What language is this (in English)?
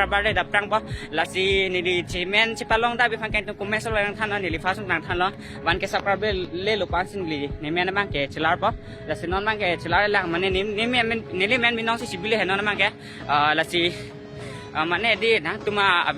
Karbi